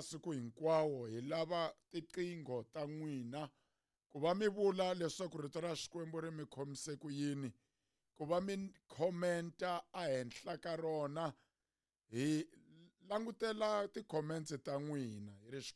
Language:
Tsonga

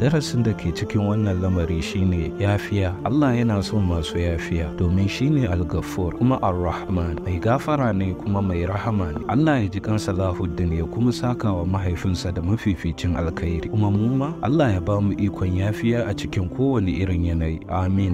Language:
Hausa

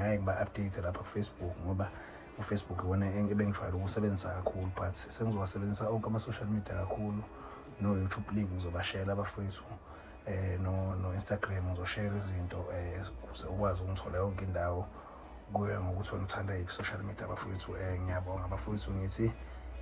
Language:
Zulu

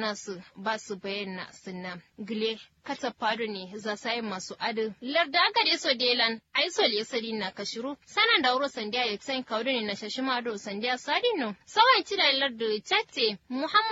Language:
Kanuri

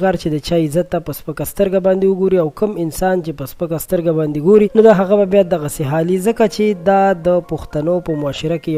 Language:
Pashto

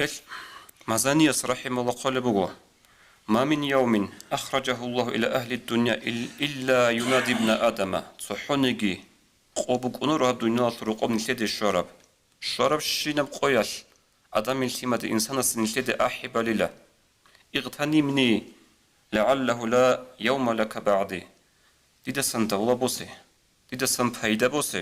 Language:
Avaric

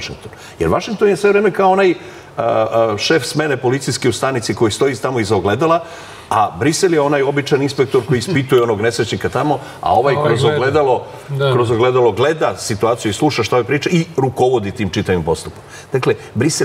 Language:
Serbian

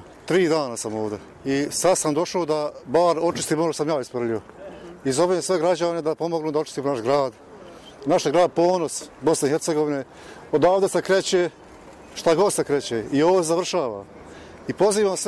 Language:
Bosnian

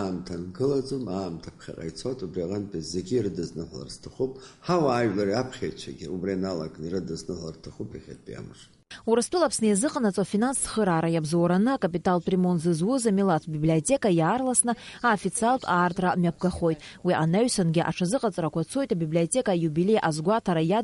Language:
Abkhazian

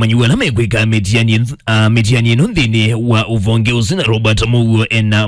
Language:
Kamba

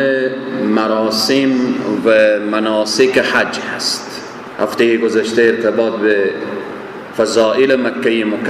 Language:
Persian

